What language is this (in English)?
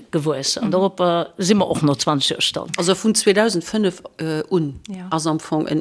Luxembourgish